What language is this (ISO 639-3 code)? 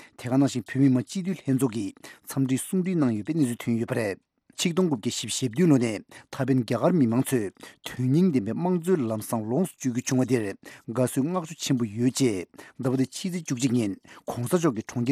bod